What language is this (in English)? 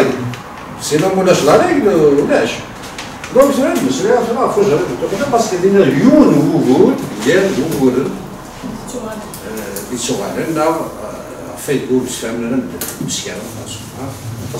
Kabyle